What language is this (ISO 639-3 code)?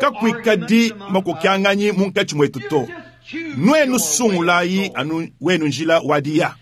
lua